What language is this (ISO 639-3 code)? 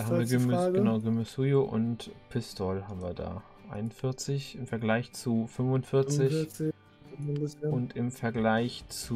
deu